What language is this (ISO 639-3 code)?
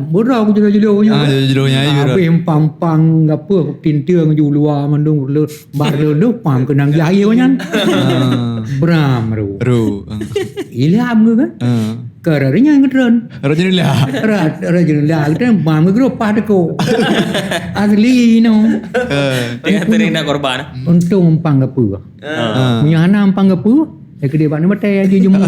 ace